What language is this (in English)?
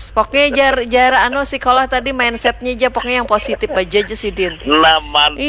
Banjar